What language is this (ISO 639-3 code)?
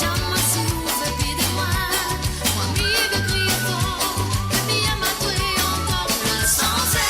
mfe